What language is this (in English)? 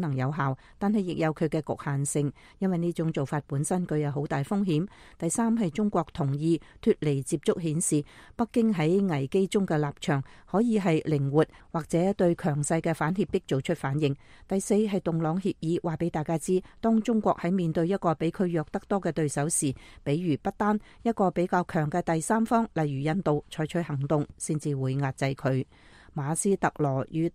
Cantonese